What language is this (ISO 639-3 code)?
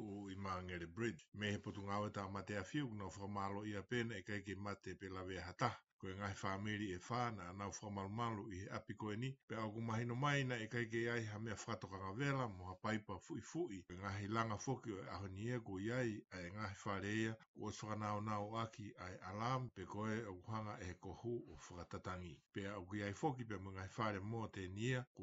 ton